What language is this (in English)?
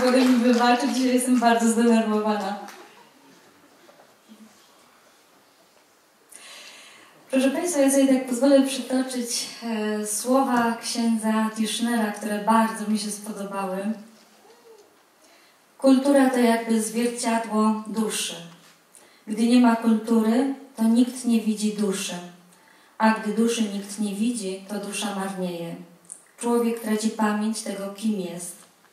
Polish